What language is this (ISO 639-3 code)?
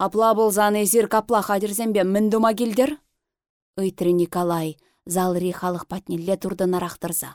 chv